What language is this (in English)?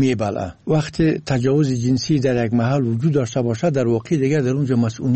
Persian